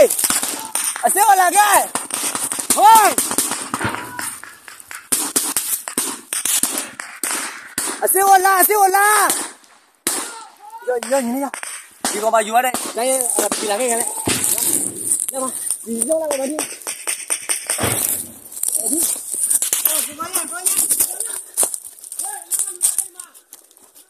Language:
Burmese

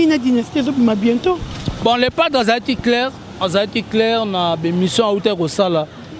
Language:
Lingala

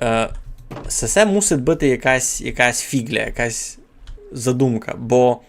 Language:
Rusyn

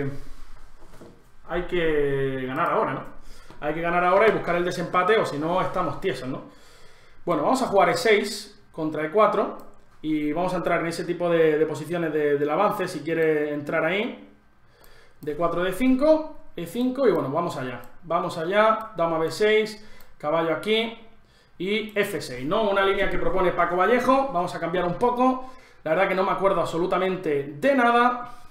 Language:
Spanish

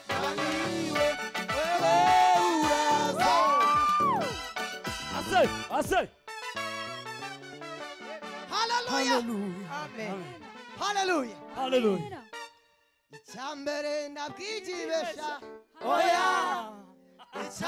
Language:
Kinyarwanda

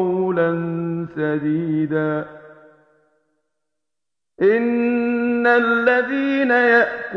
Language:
Arabic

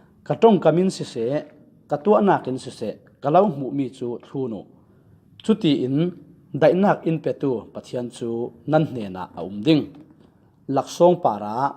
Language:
Falam Chin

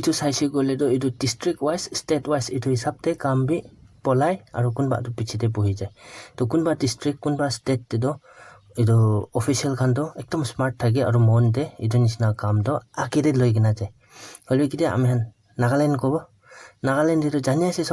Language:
Naga Pidgin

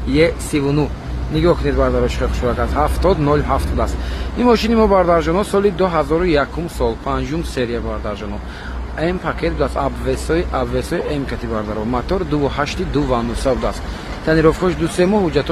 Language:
Tajik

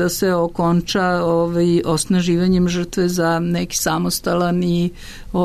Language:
Serbian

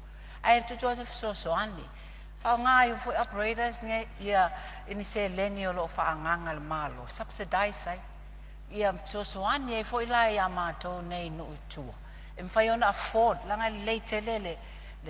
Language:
Samoan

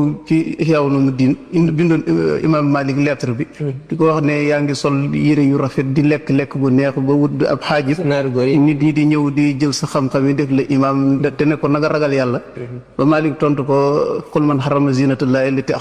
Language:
Wolof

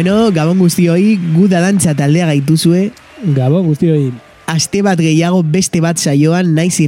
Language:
Basque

